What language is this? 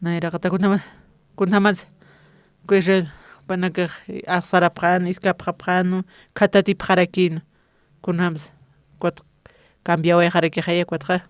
Aymara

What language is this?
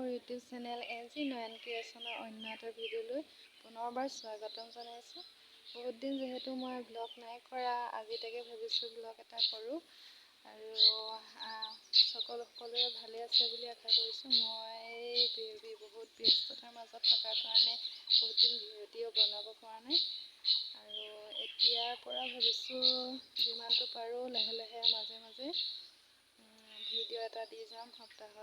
Assamese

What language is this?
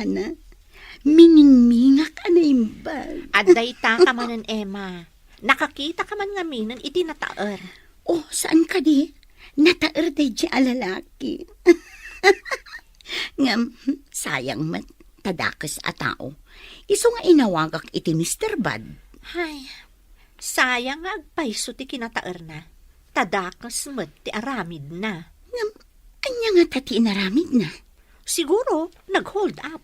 Iloko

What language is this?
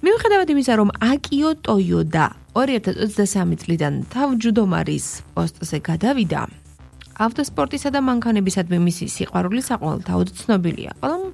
Georgian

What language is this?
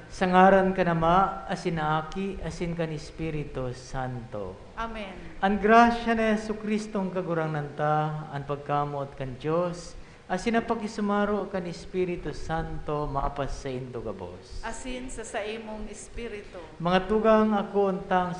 Bikol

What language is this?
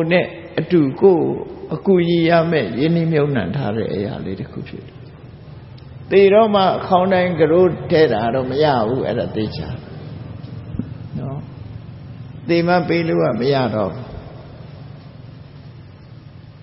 Burmese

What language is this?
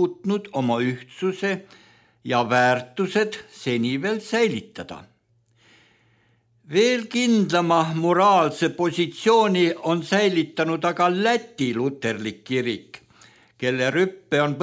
Estonian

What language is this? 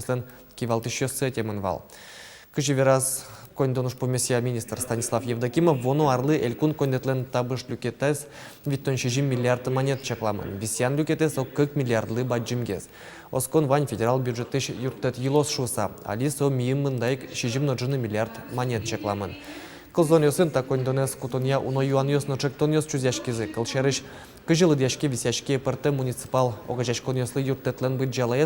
Udmurt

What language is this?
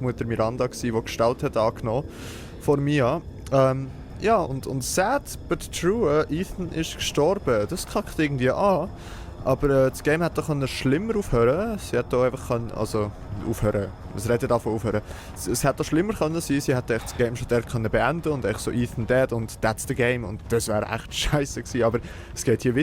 Swiss German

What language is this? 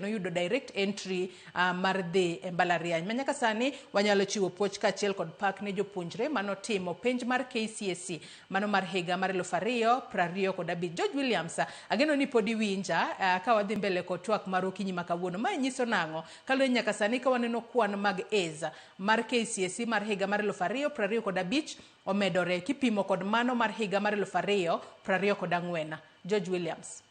Luo (Kenya and Tanzania)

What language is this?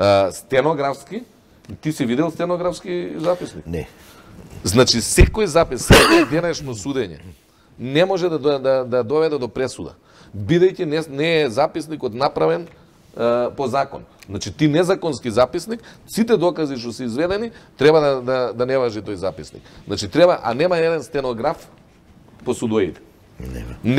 Macedonian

